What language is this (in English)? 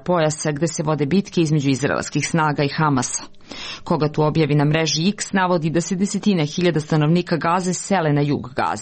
Serbian